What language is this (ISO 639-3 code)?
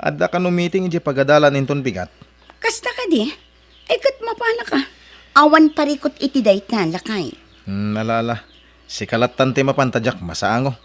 ilo